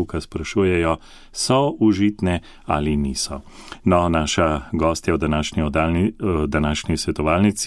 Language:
Slovenian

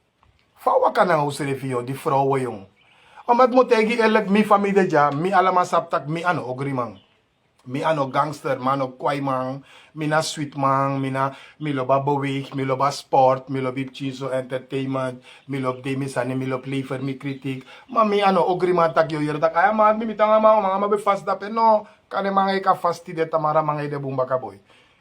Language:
Sranan Tongo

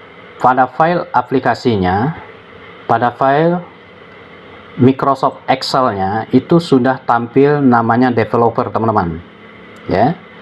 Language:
Indonesian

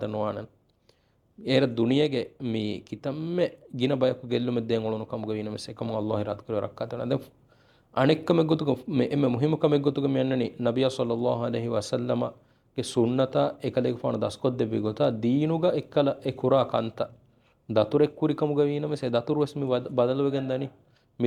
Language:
Divehi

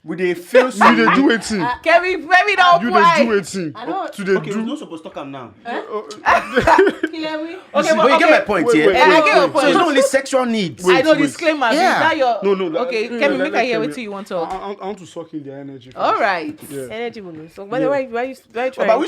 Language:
Nigerian Pidgin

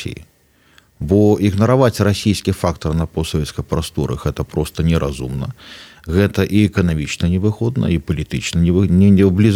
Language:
Belarusian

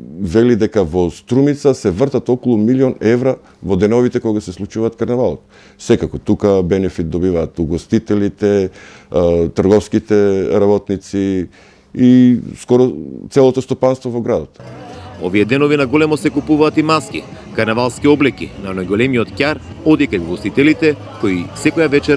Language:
Macedonian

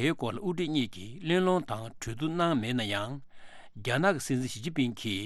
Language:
Tibetan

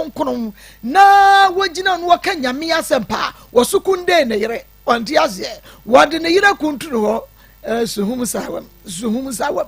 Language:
Akan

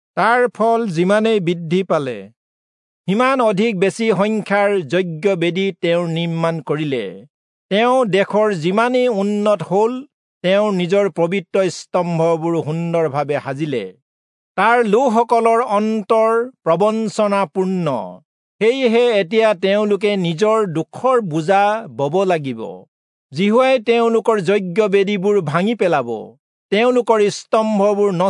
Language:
Assamese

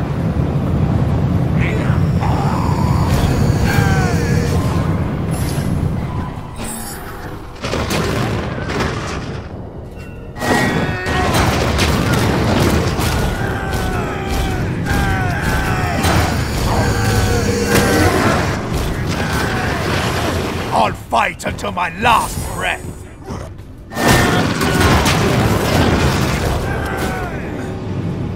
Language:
English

